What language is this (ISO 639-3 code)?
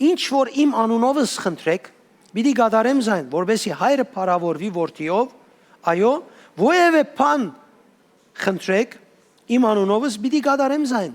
hyw